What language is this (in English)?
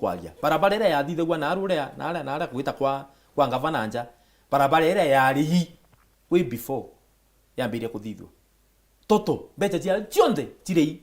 Meru